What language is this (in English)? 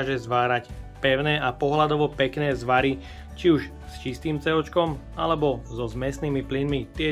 Slovak